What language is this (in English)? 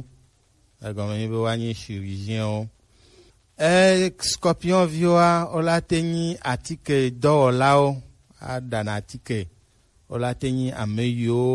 Gen